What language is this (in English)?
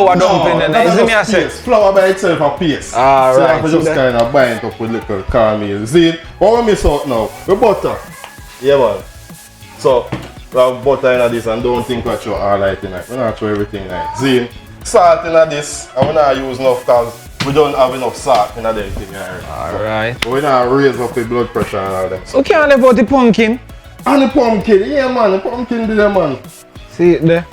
Jamaican Creole English